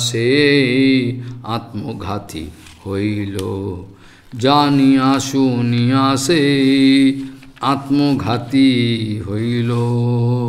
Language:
Bangla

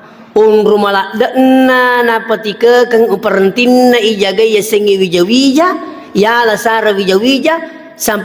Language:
Buginese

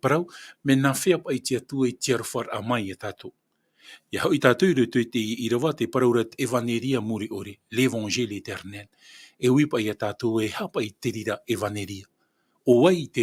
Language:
Tahitian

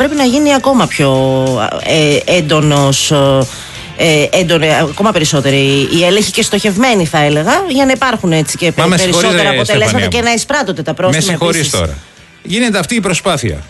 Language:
Greek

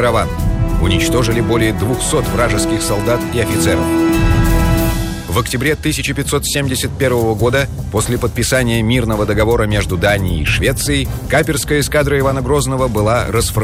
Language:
Russian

